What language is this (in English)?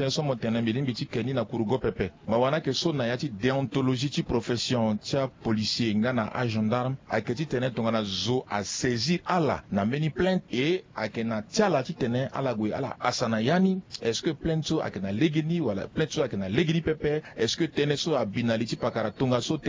Sango